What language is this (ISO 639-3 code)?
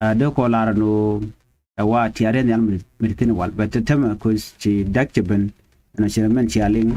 nus